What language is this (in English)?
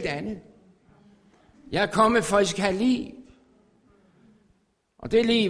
Danish